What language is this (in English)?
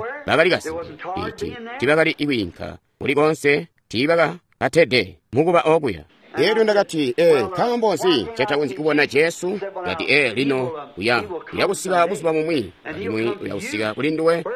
Tonga (Zambia)